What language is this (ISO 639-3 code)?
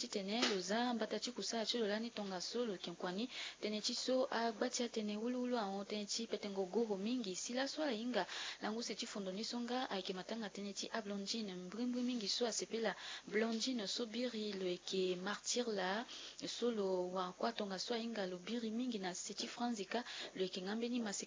sag